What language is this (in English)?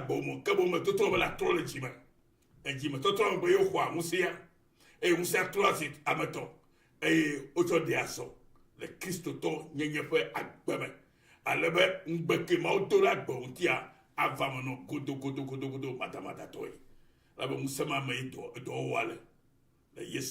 Ewe